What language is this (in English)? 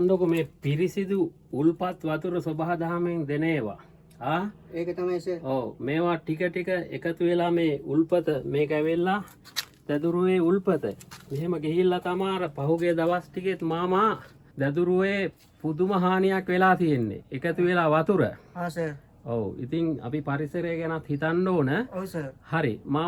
Sinhala